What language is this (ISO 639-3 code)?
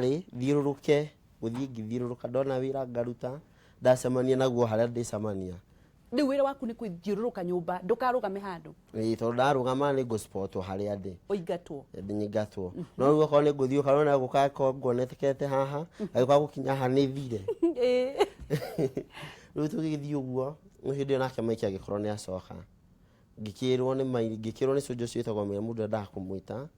kik